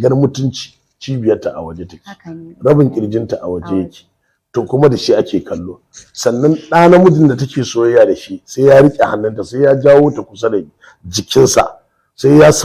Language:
Hausa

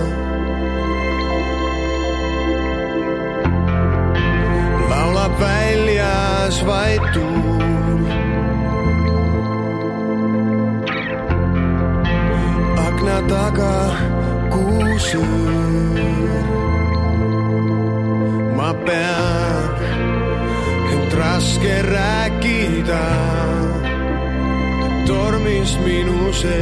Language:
Estonian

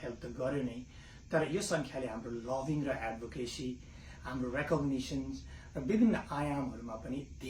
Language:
Nepali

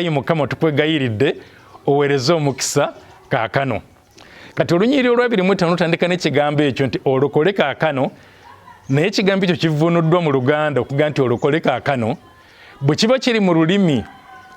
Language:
Ganda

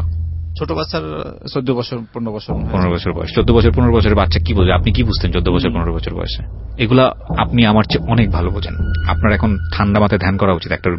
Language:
Bangla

